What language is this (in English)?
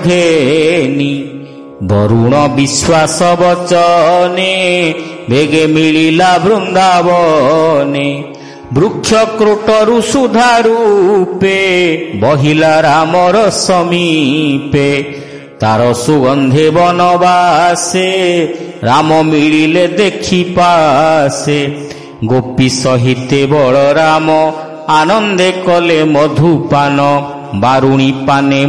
Odia